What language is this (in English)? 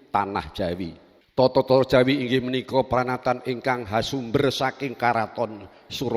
Javanese